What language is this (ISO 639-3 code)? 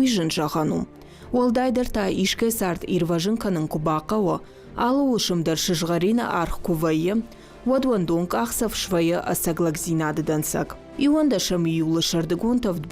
oss